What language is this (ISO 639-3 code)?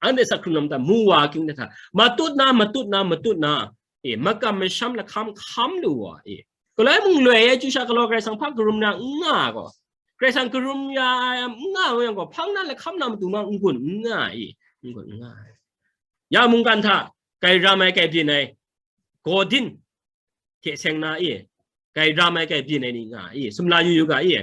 kac